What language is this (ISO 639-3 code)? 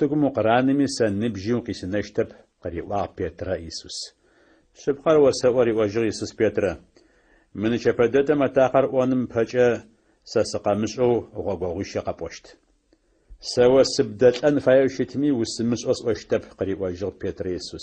ady